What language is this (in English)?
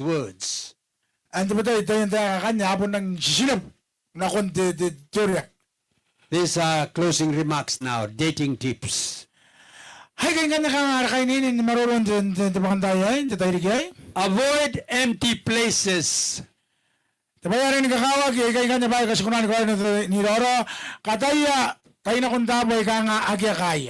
Gilbertese